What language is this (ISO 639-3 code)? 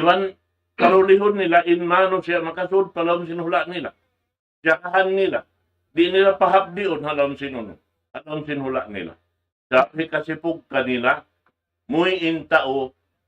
tsg